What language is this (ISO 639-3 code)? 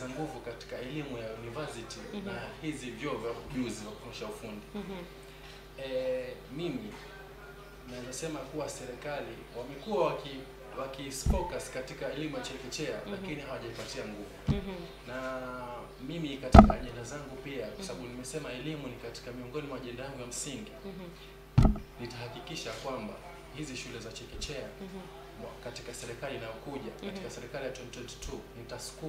swa